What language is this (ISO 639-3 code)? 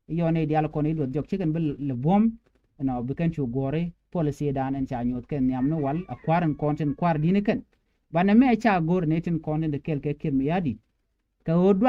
nus